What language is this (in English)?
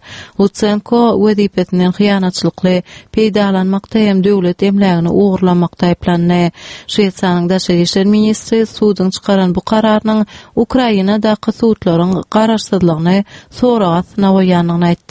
Turkmen